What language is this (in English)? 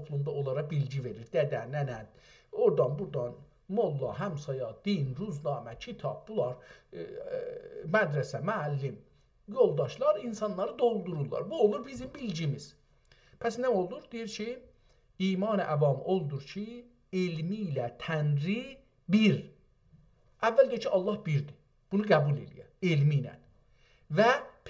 South Azerbaijani